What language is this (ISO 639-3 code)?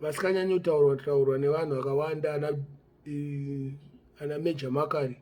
sna